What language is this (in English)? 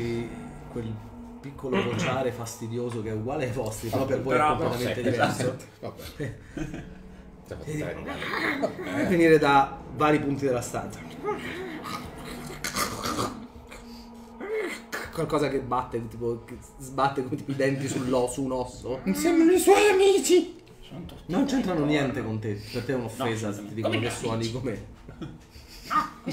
Italian